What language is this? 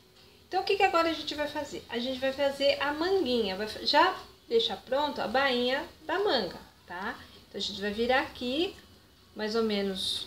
Portuguese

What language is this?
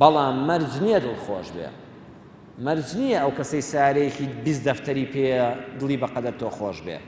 Central Kurdish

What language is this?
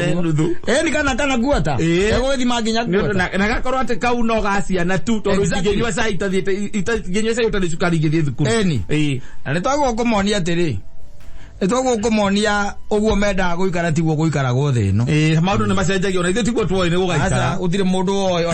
Kikuyu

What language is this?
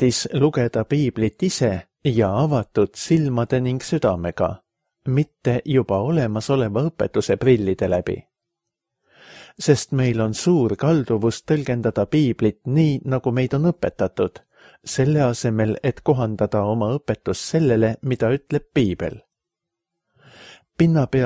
Estonian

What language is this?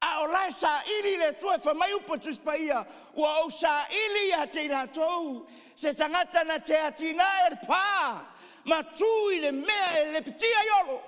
Samoan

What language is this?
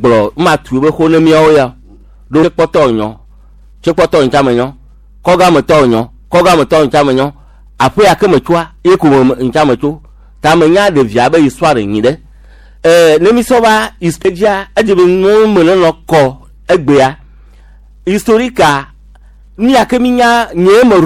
Gen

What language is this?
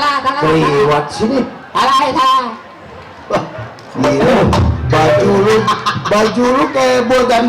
Betawi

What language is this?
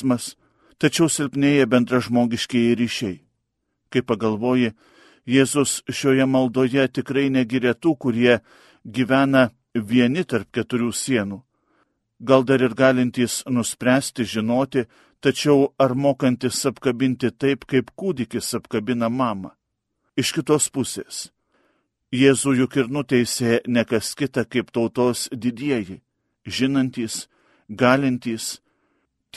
Lithuanian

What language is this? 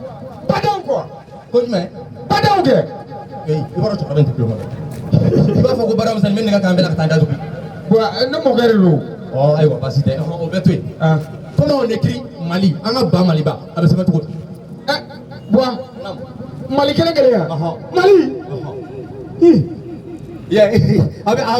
Bambara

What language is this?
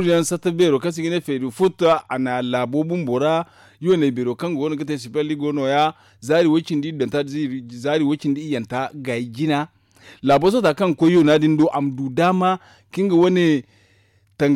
Zarma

